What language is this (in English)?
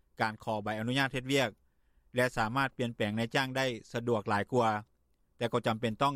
Lao